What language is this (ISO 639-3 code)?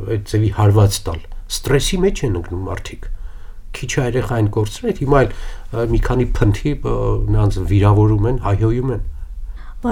hye